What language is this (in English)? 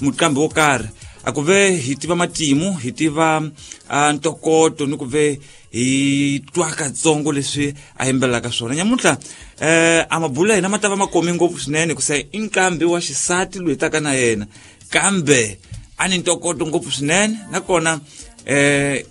Tsonga